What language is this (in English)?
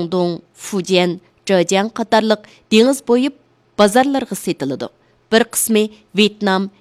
Uyghur